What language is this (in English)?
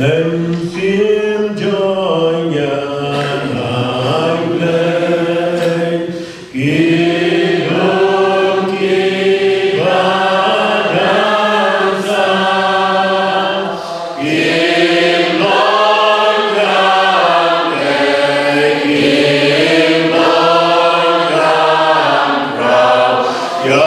Khasi